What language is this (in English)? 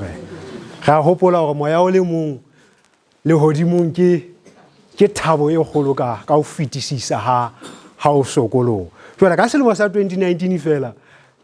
Southern Sotho